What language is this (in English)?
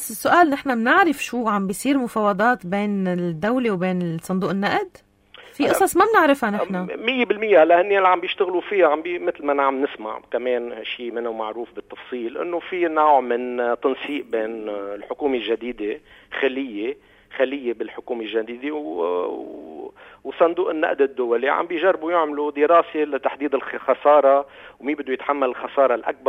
North Levantine Arabic